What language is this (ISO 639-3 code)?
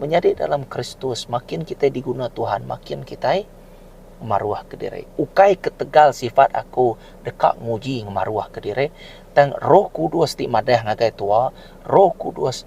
iba